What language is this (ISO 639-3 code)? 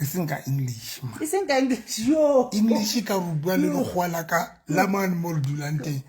sot